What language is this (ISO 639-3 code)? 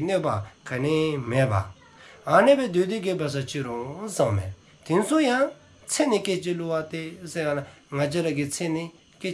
dzo